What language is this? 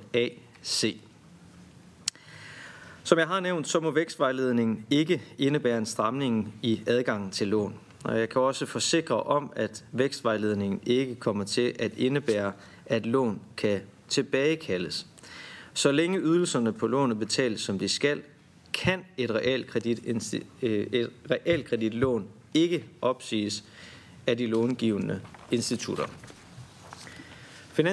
Danish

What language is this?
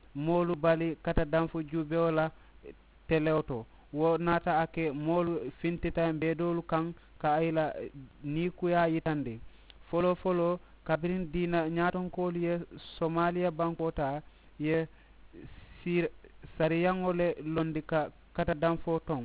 Mandingo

